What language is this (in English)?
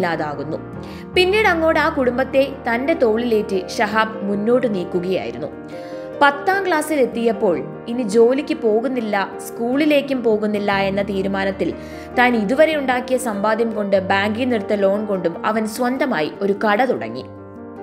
Malayalam